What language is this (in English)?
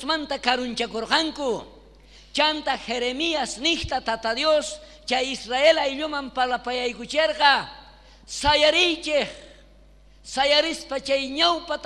South Bolivian Quechua